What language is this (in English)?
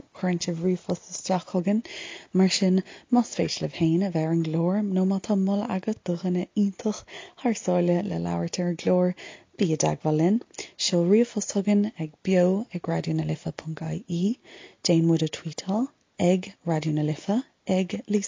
Irish